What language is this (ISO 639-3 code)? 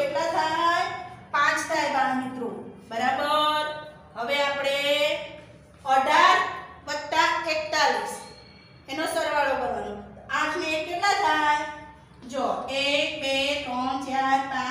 guj